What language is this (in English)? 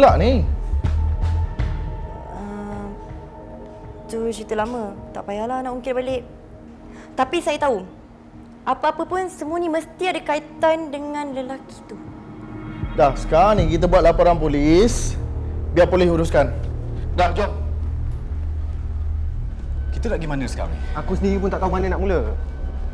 Malay